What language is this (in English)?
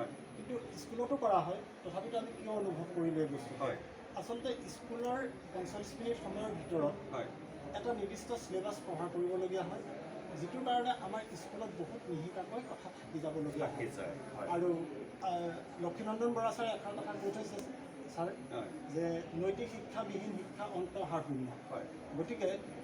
Assamese